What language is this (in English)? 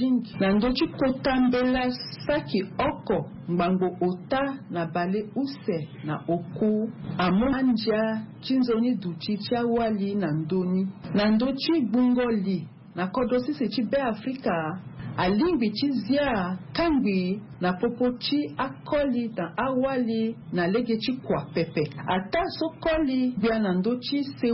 Sango